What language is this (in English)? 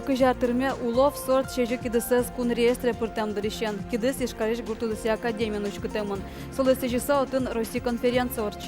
Udmurt